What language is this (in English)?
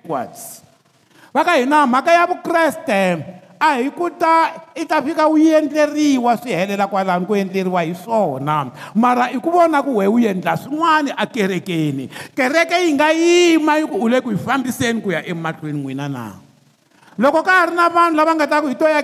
Tsonga